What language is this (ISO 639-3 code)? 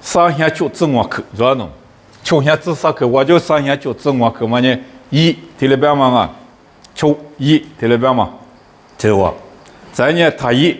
lis